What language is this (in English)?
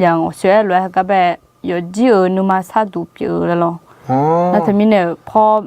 Akha